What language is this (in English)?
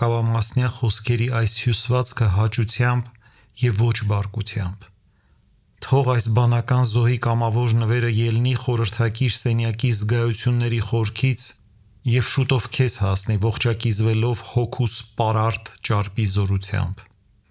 Armenian